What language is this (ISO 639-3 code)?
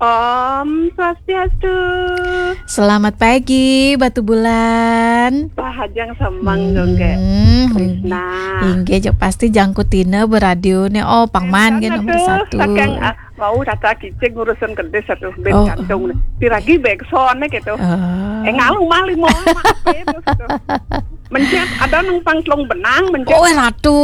ban